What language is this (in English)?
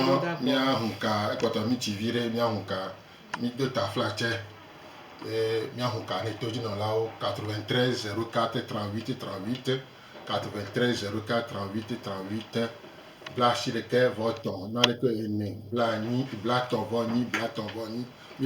Gen